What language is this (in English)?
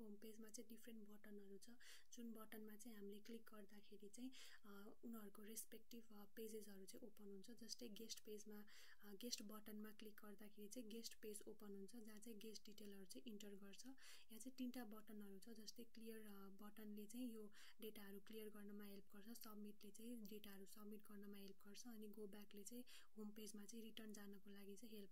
Nepali